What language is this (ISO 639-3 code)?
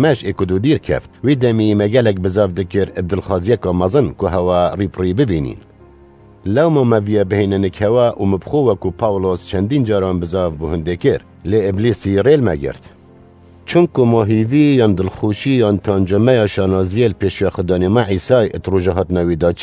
kur